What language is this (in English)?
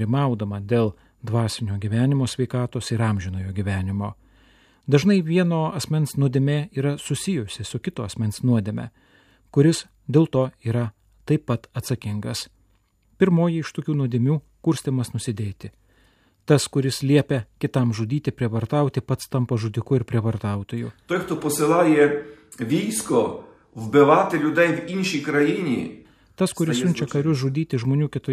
Lithuanian